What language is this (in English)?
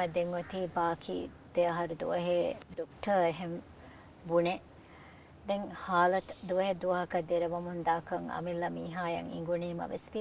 Divehi